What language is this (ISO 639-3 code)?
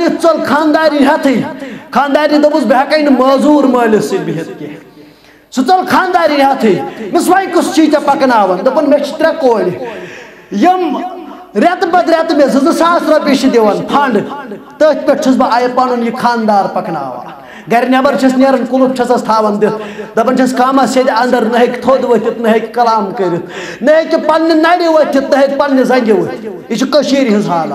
kas